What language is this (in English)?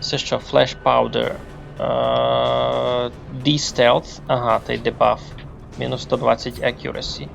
Rusyn